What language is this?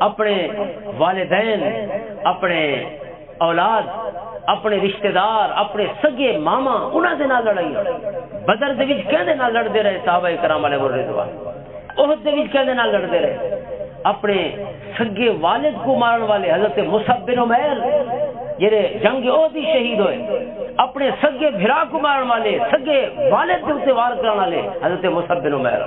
Western Panjabi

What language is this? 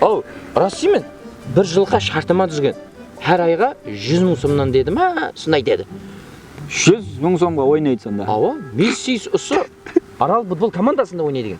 Kara-Kalpak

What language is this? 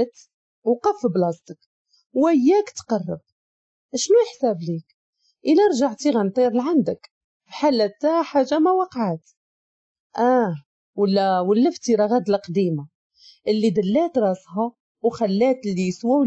Moroccan Arabic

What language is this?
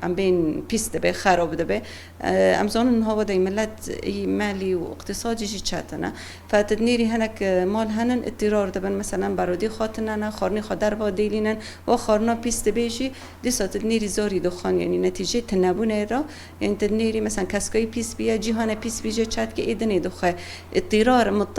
Kurdish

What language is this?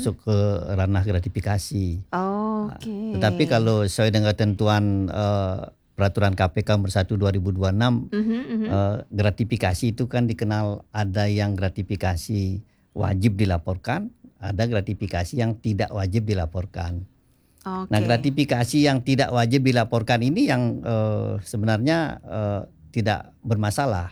Indonesian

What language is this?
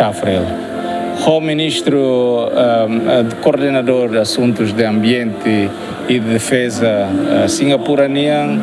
Tetum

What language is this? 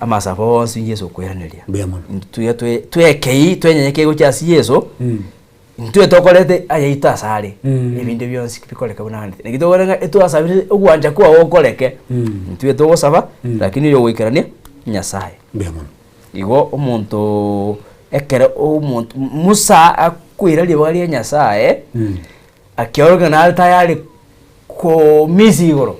Gusii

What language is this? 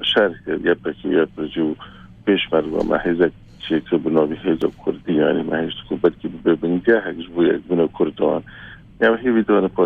Kurdish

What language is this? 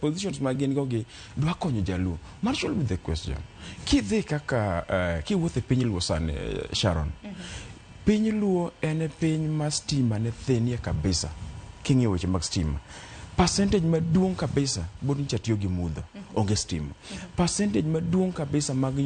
Luo (Kenya and Tanzania)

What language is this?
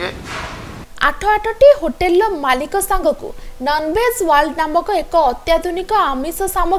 Odia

